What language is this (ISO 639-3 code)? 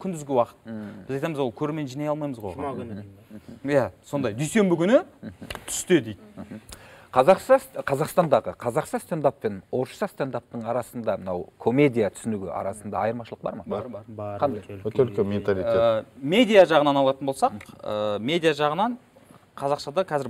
kaz